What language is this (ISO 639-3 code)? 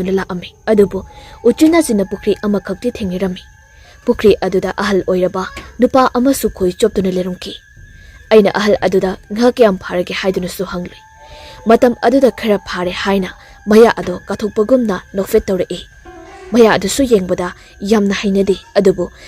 mni